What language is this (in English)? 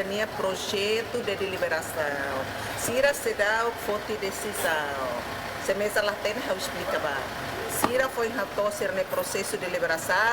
Tetum